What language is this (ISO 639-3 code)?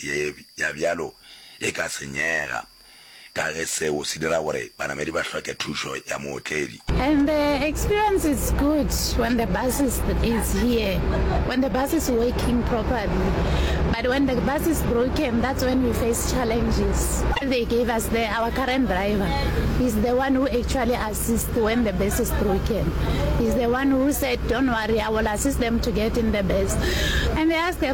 nso